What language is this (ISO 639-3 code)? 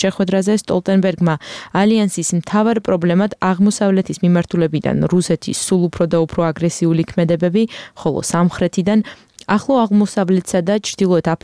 kat